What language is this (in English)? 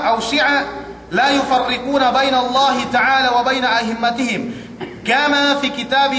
Yakan